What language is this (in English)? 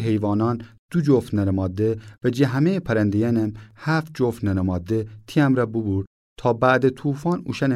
Gilaki